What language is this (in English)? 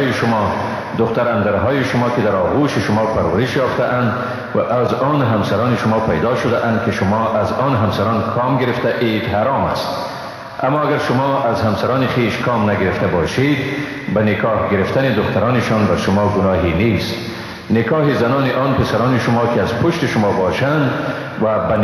Persian